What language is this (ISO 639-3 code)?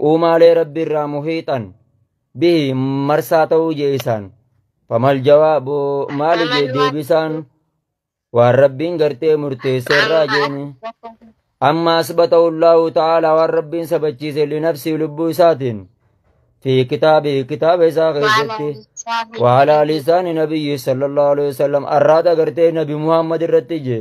orm